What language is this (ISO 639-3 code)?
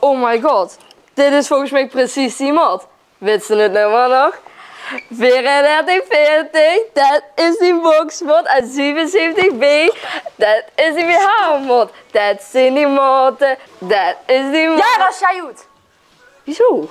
lim